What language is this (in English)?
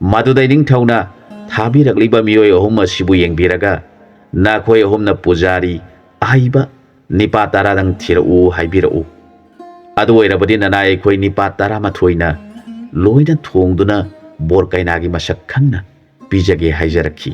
Manipuri